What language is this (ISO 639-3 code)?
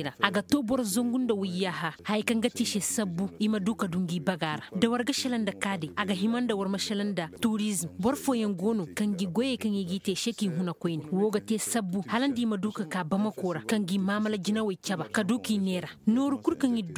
ses